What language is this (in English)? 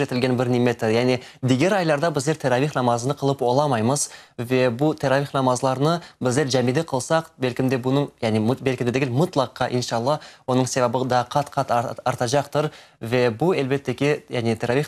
Crimean Tatar